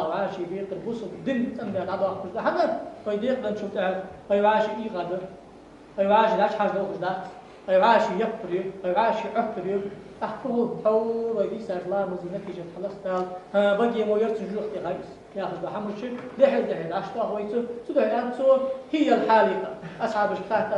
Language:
Ingush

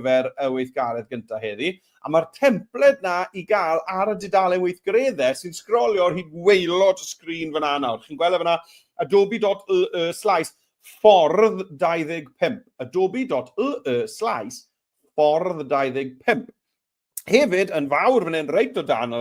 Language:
Welsh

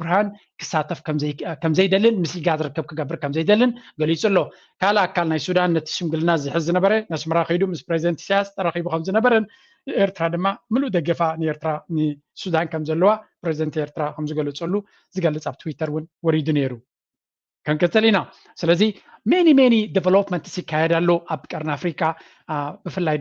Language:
Tigrinya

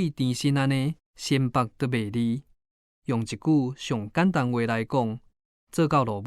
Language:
Min Nan Chinese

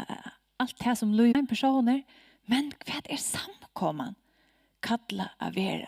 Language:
Faroese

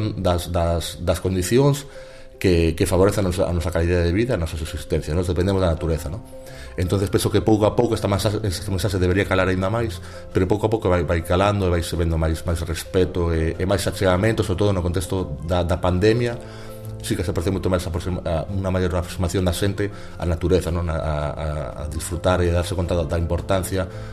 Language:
Galician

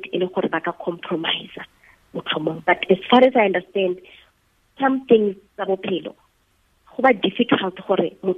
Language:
Tswana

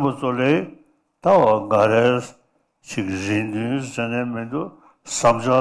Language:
Tibetan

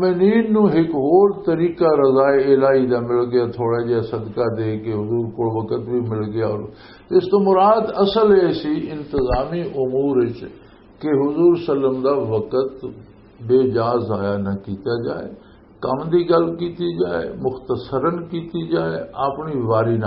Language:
Western Panjabi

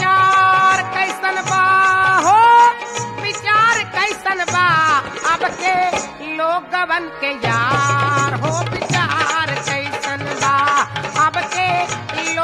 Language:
Bhojpuri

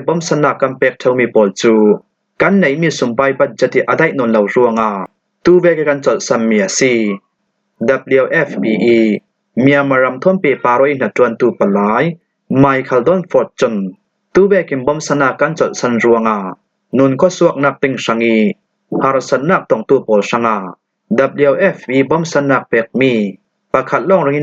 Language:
Falam Chin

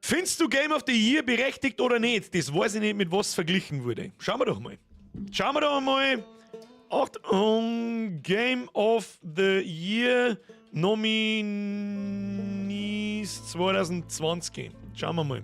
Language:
Bavarian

